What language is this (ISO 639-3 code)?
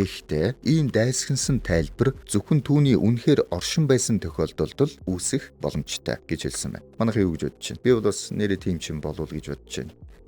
mon